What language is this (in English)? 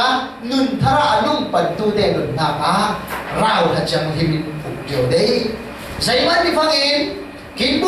Falam Chin